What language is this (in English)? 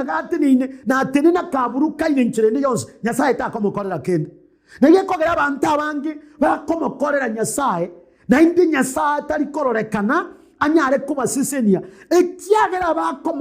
Gusii